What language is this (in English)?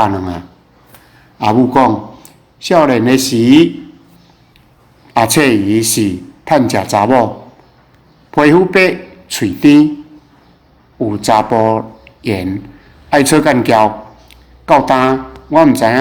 Min Nan Chinese